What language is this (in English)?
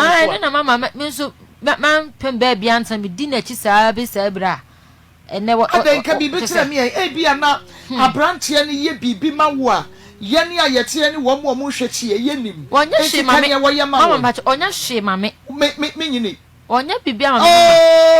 Akan